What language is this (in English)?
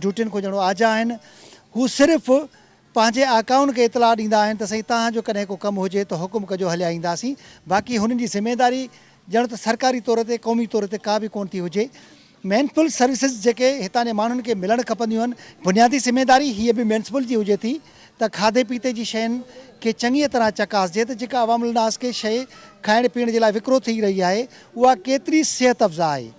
Sindhi